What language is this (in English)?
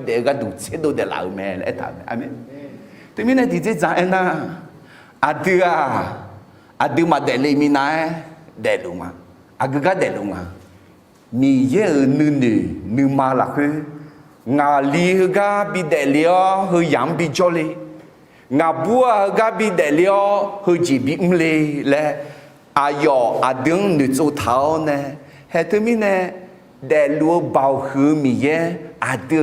Akha